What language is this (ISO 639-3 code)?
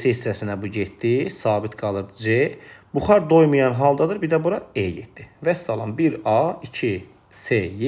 aze